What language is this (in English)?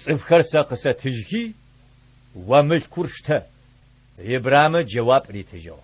Adyghe